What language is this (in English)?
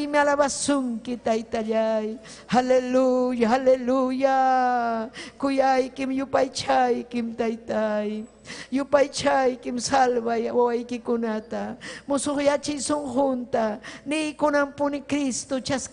Ayacucho Quechua